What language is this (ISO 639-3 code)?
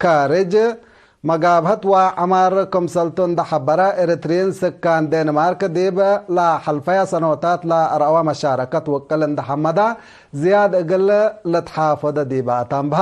tig